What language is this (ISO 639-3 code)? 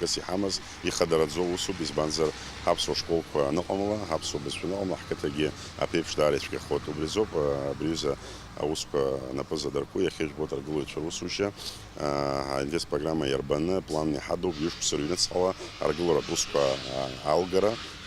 abk